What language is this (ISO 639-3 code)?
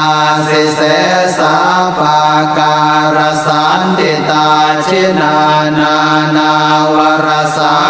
pli